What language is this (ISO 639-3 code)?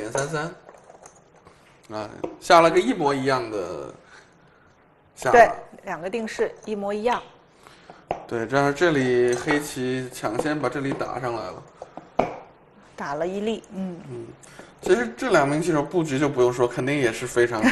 zho